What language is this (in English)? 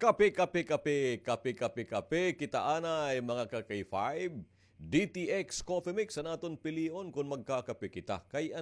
Waray